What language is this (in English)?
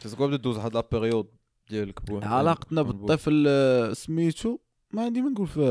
Moroccan Arabic